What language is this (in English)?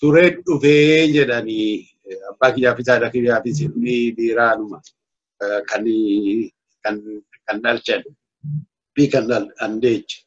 Oromo